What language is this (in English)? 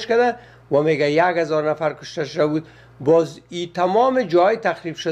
Persian